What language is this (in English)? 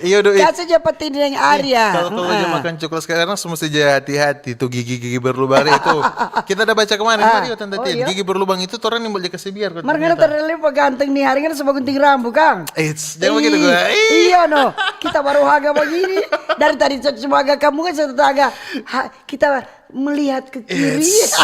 Manado Malay